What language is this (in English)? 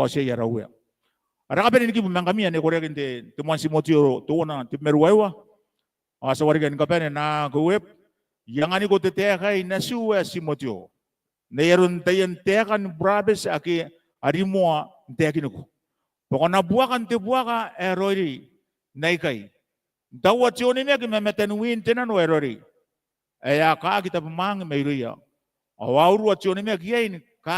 Gilbertese